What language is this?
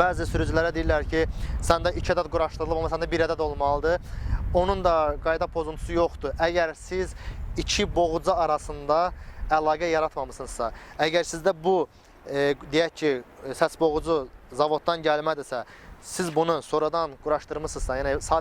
Azerbaijani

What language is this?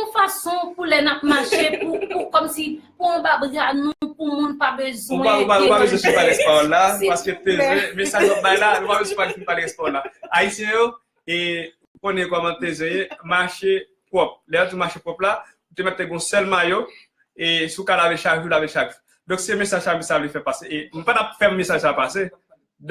Haitian Creole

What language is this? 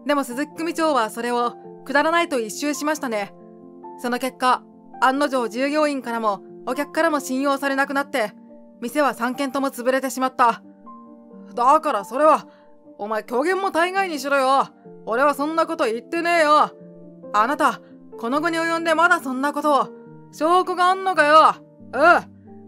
Japanese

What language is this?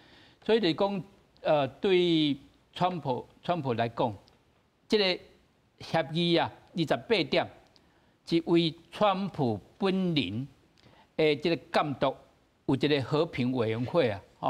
Min Nan Chinese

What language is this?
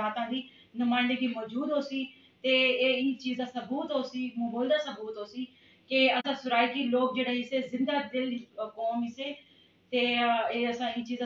Saraiki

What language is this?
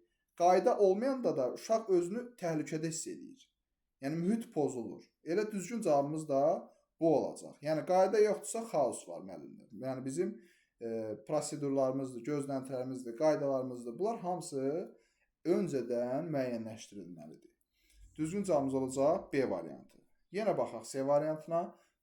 Azerbaijani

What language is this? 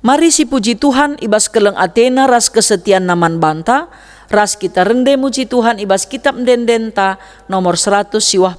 Batak Karo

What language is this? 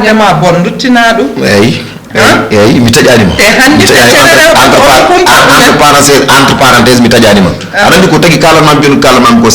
Fula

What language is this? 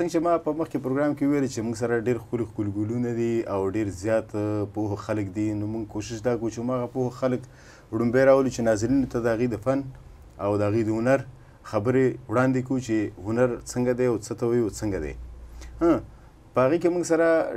Pashto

